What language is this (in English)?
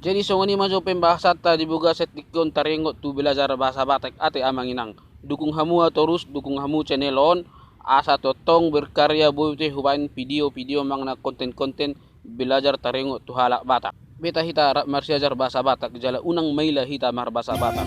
Batak Toba